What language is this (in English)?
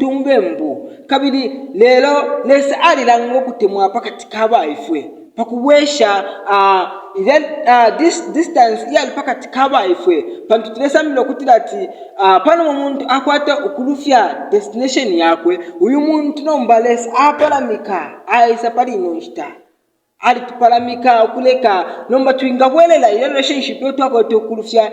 Bemba